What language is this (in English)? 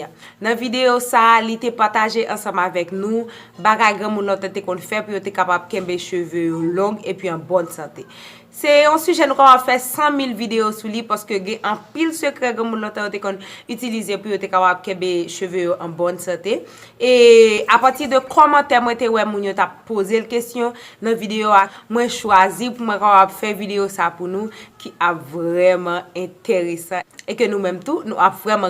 Haitian Creole